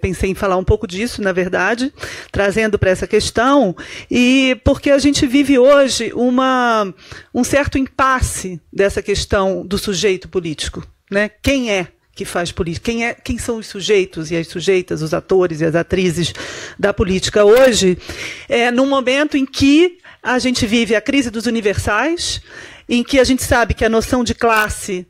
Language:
Portuguese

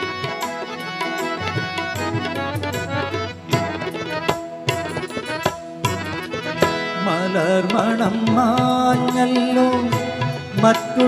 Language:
Malayalam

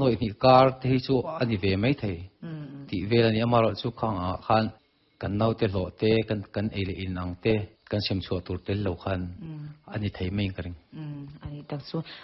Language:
Mizo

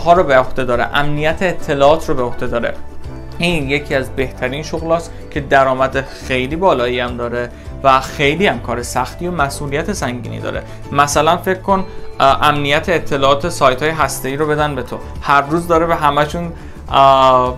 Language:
Persian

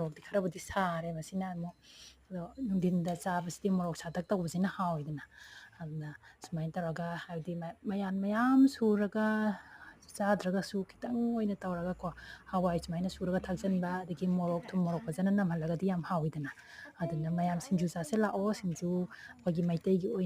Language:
Manipuri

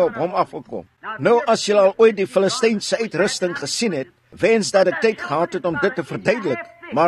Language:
Afrikaans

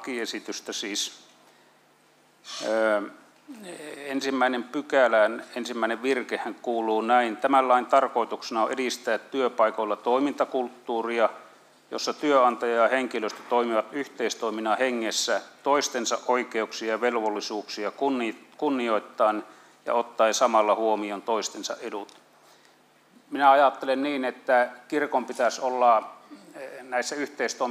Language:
Finnish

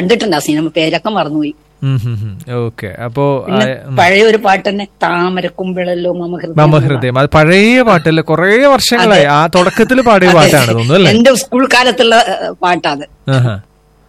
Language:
Malayalam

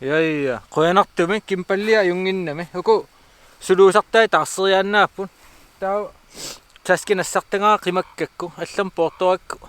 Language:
Kalaallisut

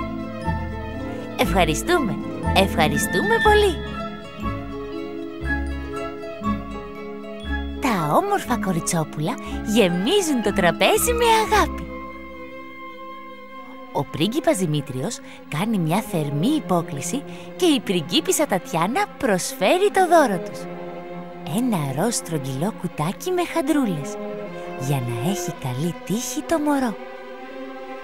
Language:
Greek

